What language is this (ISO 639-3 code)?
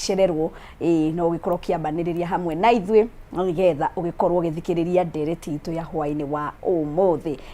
kik